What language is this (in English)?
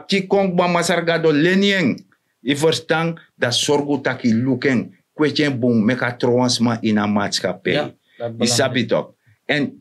Sranan Tongo